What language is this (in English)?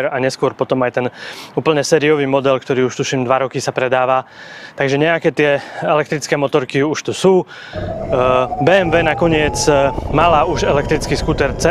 Slovak